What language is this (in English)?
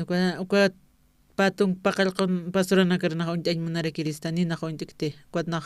Aymara